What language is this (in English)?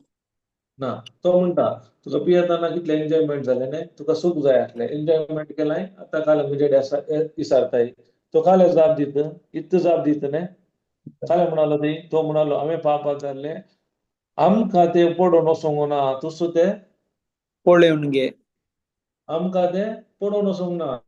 Konkani